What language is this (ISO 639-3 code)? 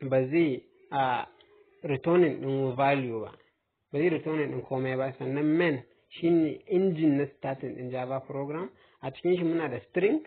hau